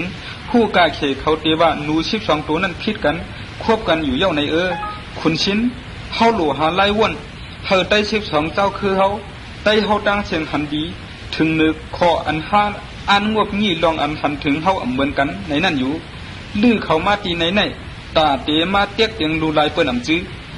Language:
Shan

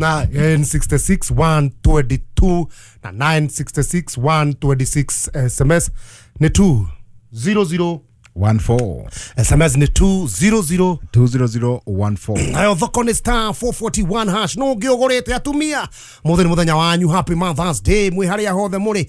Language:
Kikuyu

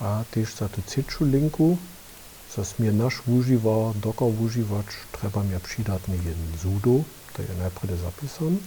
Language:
Upper Sorbian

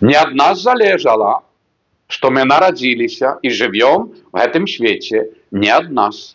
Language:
Belarusian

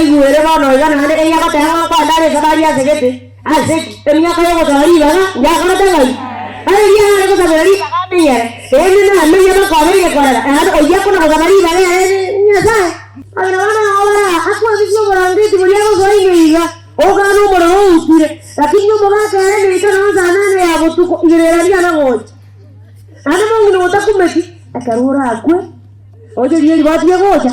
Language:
Gusii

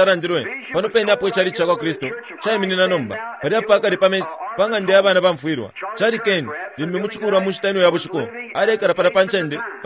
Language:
Bemba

